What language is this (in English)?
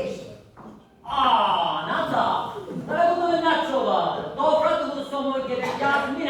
Sicilian